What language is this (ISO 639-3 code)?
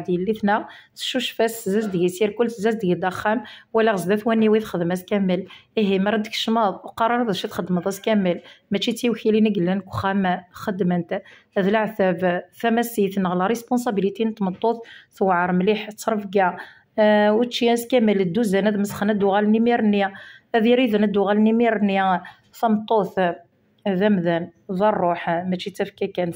kab